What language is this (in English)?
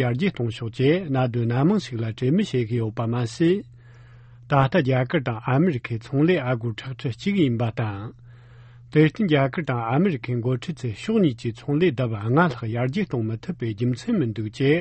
Tibetan